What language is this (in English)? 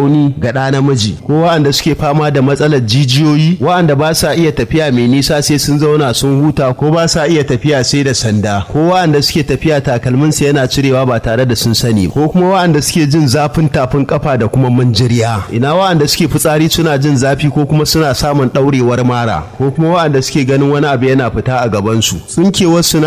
Hausa